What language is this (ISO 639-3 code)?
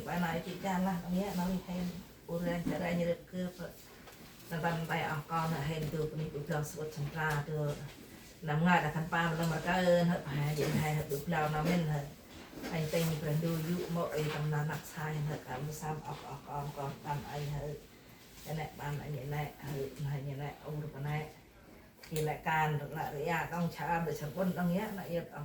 cmo